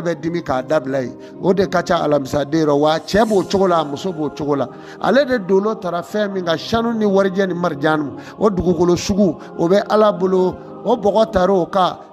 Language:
Bambara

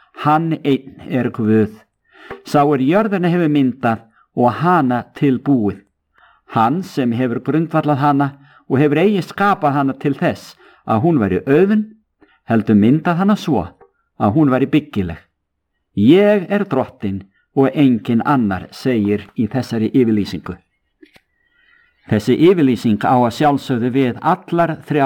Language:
Icelandic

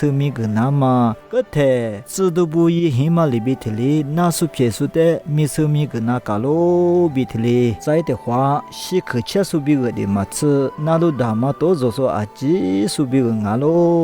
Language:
Lisu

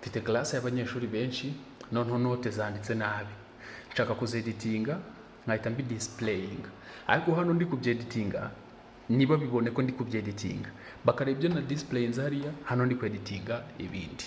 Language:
Kinyarwanda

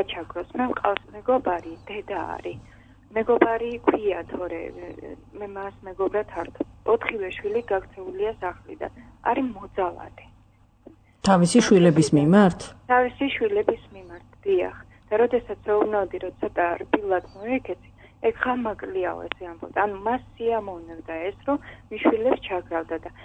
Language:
Georgian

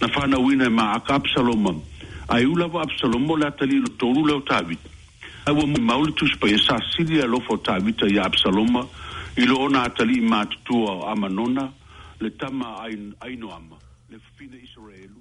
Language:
Samoan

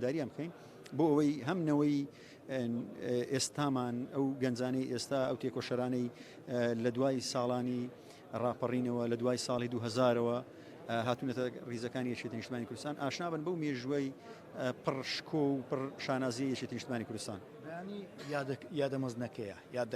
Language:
Central Kurdish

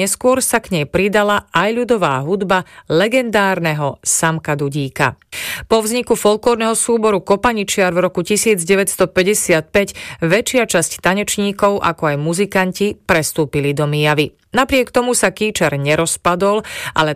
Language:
Slovak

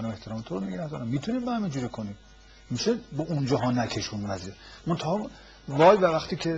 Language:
Persian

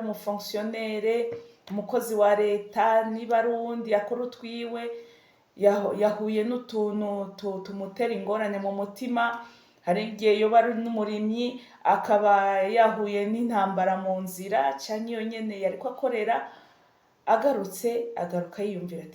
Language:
Rundi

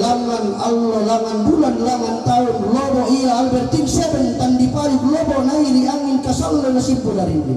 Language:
Toraja-Sa'dan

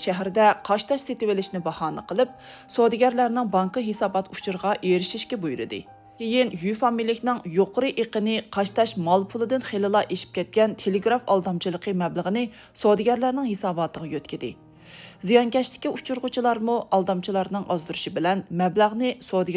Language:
Uyghur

